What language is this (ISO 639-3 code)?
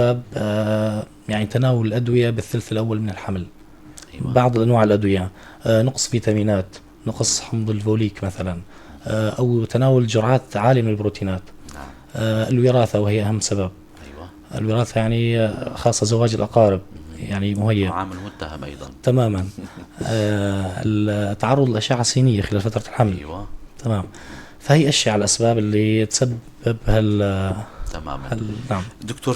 apc